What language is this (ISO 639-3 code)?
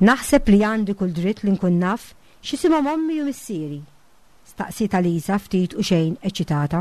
mlt